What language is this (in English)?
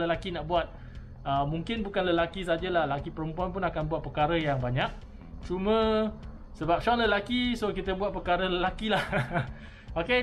Malay